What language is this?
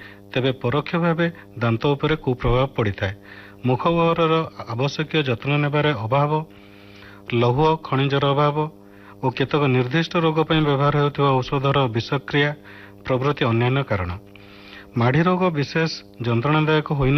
Odia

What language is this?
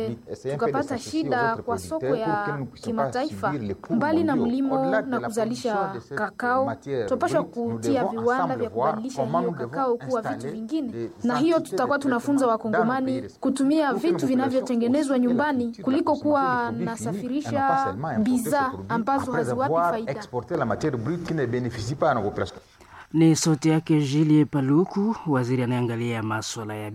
Swahili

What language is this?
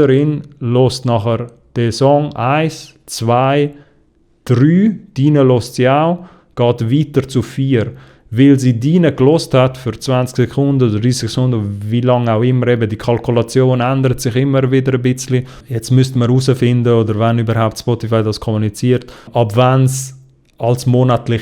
Swiss German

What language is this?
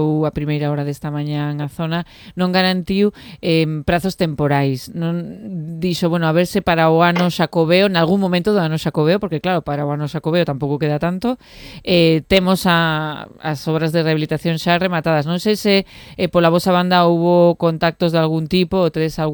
Galician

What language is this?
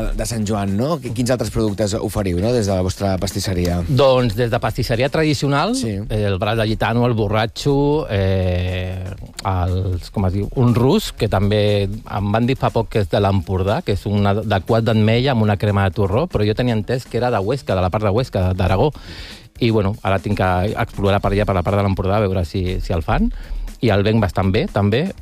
Catalan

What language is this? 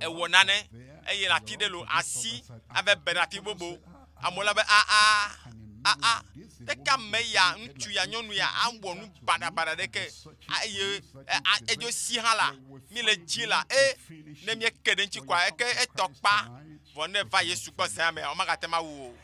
Ewe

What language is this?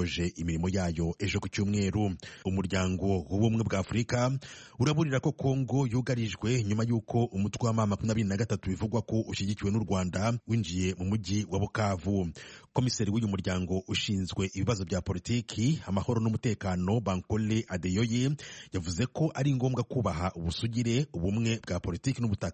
Kinyarwanda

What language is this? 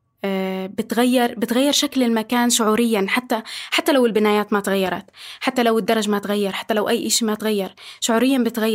North Levantine Arabic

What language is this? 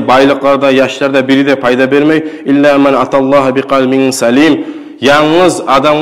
Kumyk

